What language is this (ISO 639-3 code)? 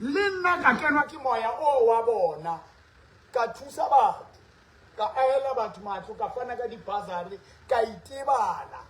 sot